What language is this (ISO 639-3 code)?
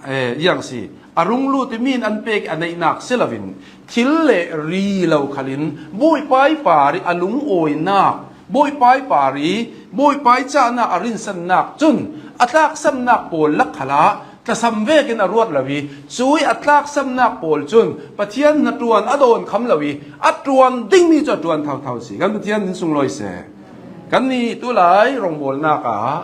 cnh